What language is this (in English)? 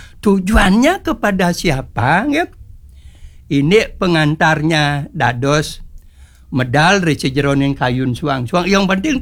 Balinese